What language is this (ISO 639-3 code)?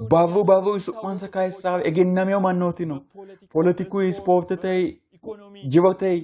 sid